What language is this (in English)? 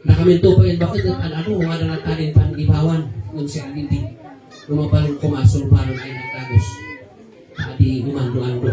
Kankanaey